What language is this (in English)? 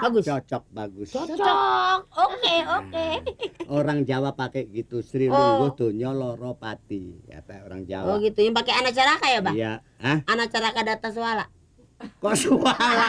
Betawi